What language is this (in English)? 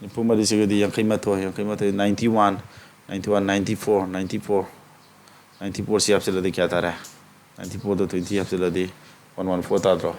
Manipuri